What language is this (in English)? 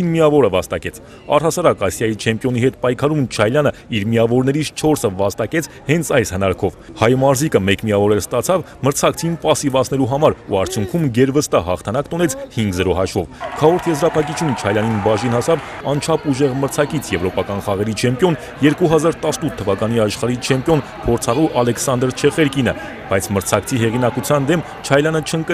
Armenian